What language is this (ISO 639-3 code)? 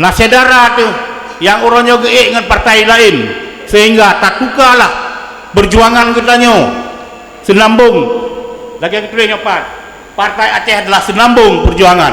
ace